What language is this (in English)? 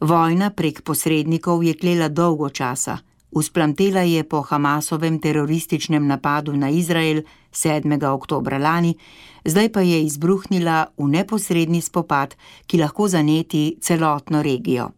Slovenian